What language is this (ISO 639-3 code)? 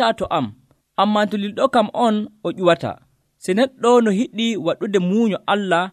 fuv